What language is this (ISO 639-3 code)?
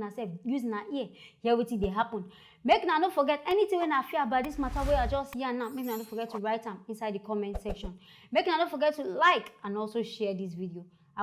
pcm